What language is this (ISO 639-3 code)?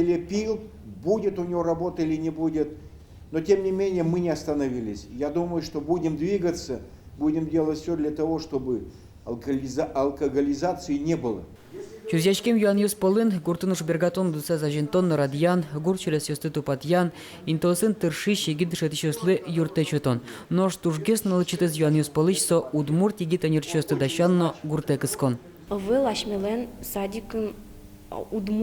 udm